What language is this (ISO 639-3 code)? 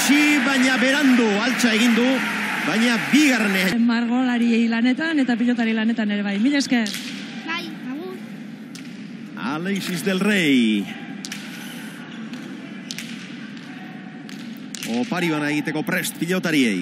eus